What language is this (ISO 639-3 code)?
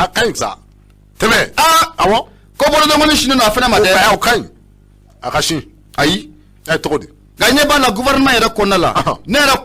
bam